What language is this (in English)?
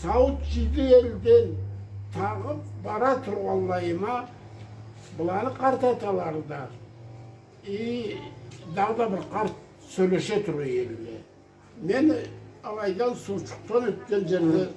Karachay-Balkar